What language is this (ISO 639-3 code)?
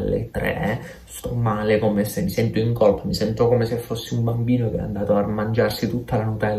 ita